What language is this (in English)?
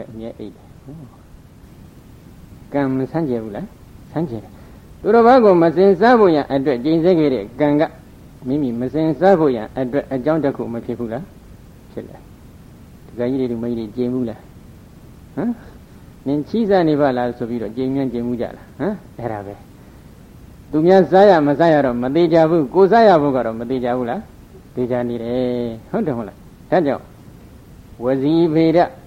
Burmese